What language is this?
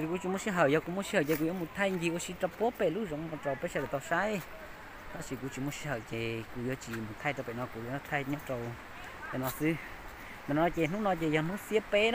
Hmong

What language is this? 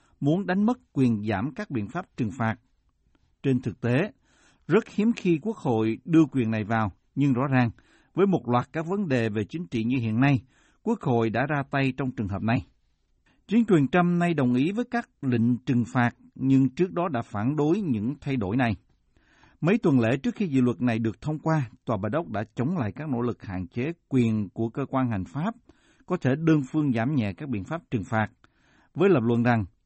Vietnamese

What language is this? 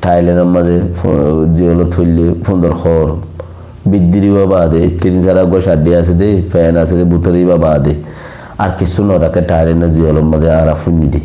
Rohingya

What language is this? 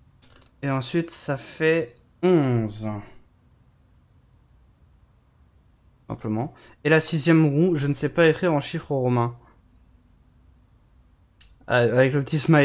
French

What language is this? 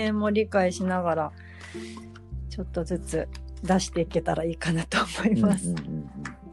Japanese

